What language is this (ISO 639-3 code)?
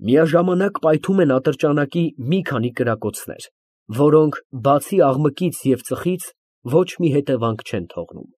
hye